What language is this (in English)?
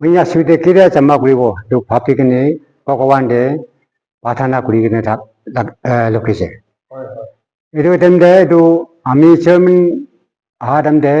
Naga Pidgin